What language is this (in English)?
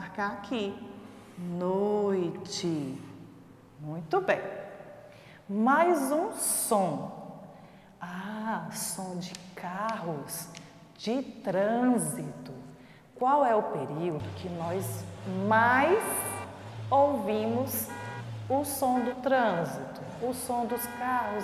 Portuguese